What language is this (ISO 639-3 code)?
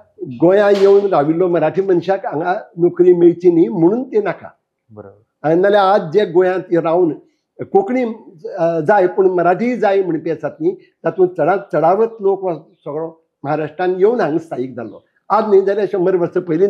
kok